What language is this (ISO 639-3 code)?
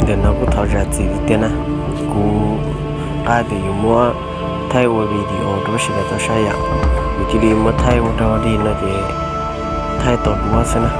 hmn